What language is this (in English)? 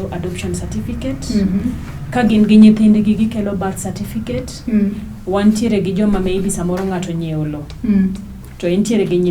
Luo (Kenya and Tanzania)